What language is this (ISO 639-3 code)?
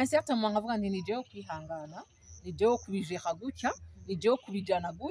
run